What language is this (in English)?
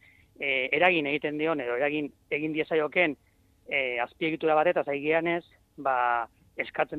Basque